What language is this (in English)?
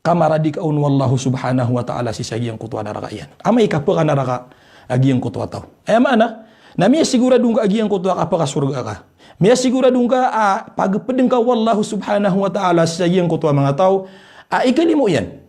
Maranao